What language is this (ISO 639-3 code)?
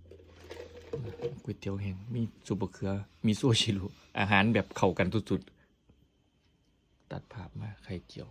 lao